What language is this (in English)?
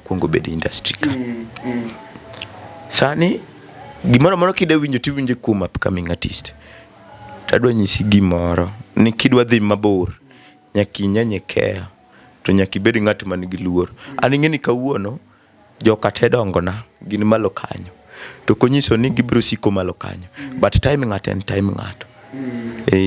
Luo (Kenya and Tanzania)